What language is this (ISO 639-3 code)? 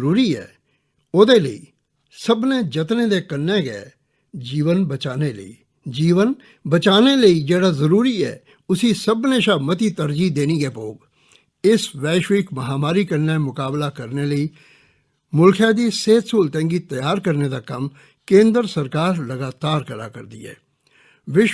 doi